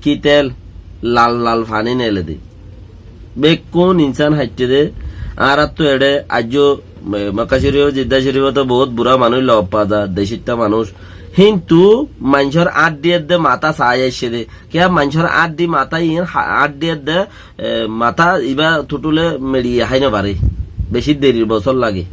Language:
Rohingya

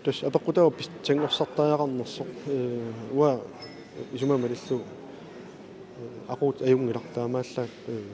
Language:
Kalaallisut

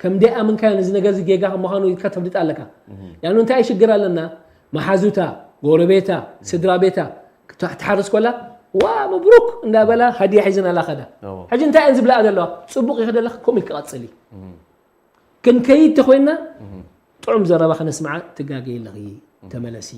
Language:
Tigrinya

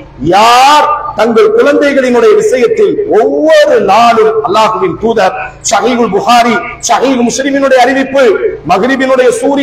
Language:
Tamil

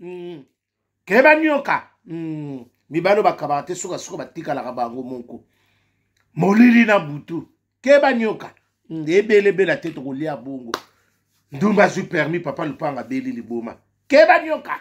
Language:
Lingala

